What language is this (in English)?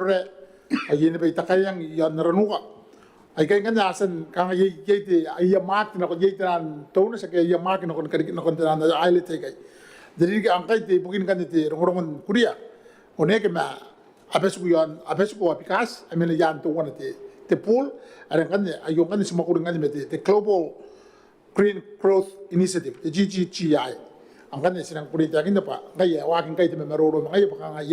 Gilbertese